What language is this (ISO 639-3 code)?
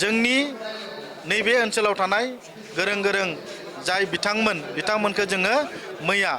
brx